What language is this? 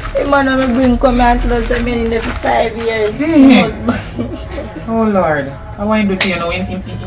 Jamaican Creole English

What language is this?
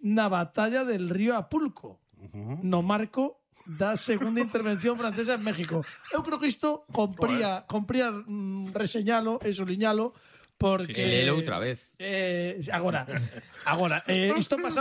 Galician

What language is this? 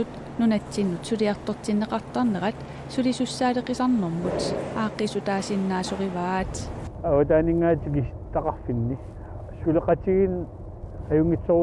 Kalaallisut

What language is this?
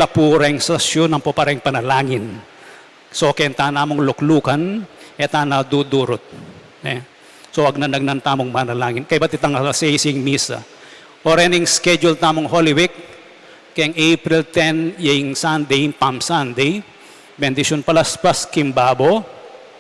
Pampanga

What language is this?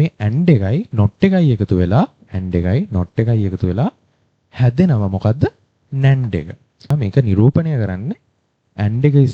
Sinhala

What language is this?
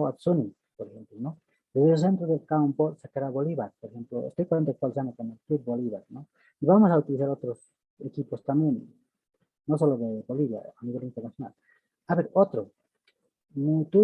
Aymara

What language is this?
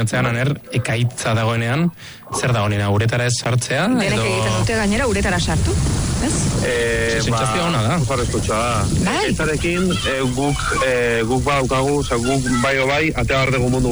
Basque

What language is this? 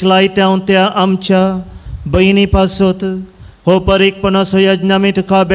Konkani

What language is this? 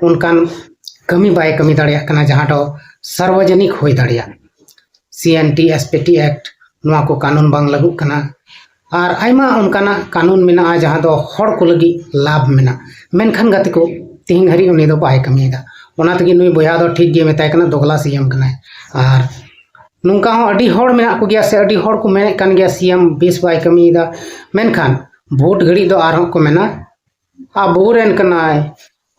Santali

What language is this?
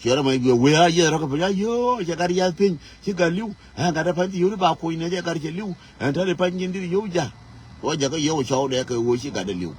Nuer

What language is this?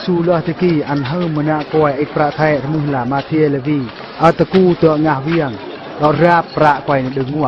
Eastern Bru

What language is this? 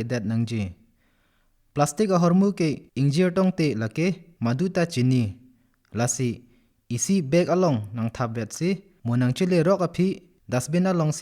Karbi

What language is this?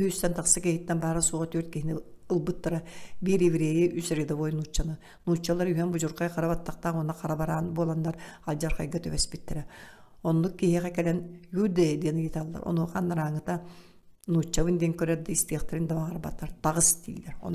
Yakut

